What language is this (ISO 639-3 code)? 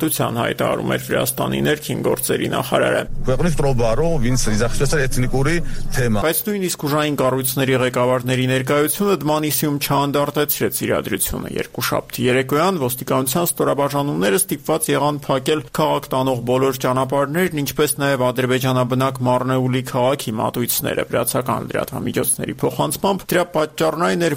hye